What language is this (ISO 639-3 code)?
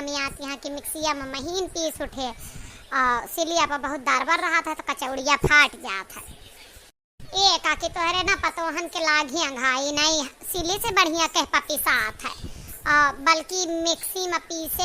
awa